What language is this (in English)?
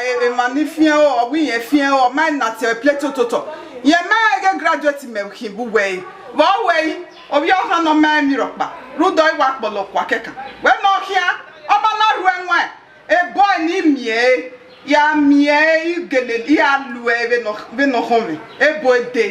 Bini